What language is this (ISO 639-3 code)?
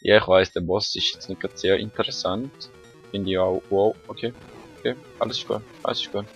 gsw